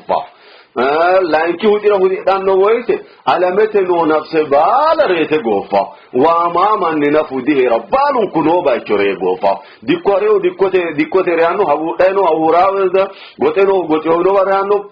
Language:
Sidamo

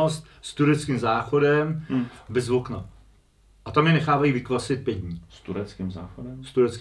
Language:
Czech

